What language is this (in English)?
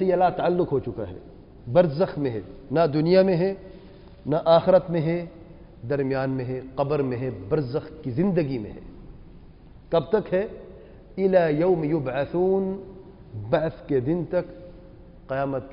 Urdu